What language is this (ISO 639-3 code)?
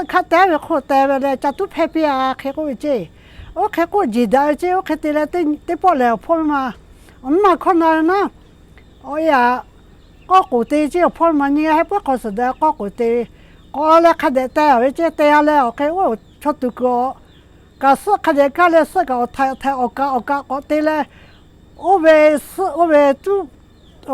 lhu